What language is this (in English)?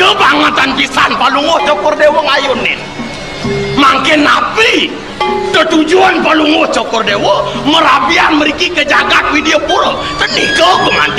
Balinese